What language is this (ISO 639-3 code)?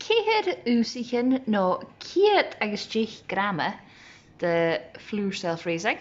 gla